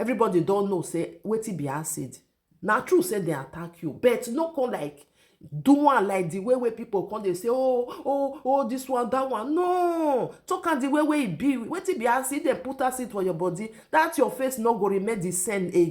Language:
Nigerian Pidgin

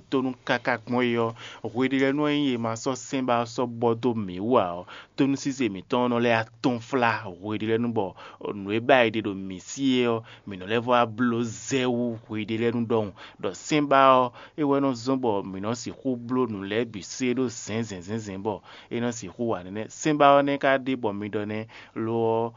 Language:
Fon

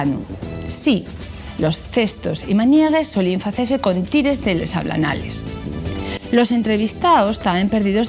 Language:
Asturian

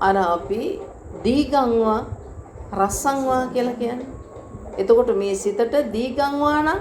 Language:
Sinhala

